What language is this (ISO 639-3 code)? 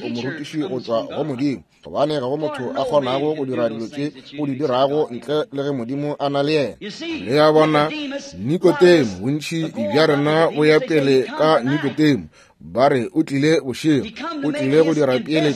nso